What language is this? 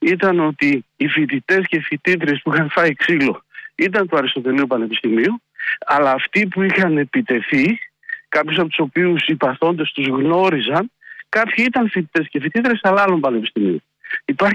Greek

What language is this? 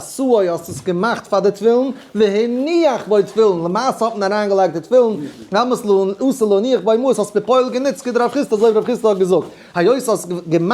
Yiddish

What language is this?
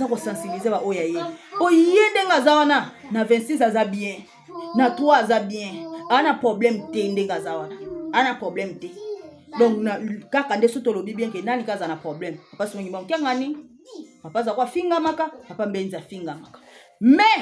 Lingala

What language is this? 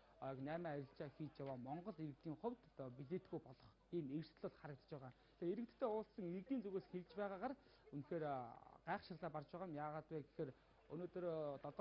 Mongolian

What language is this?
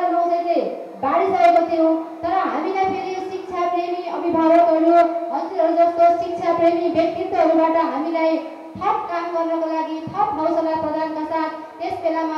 Nepali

